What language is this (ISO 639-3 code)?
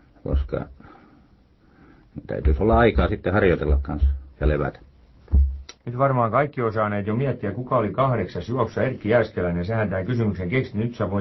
fin